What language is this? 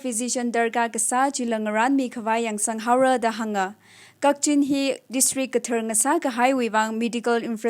Tangkhul Naga (India)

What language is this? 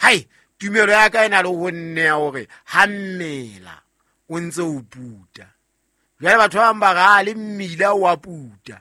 Southern Sotho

